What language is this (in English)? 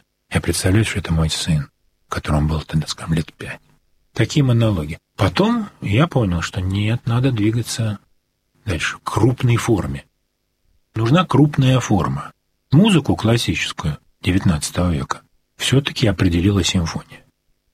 Russian